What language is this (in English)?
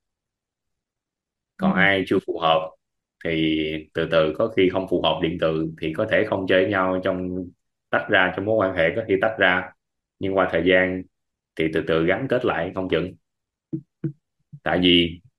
Vietnamese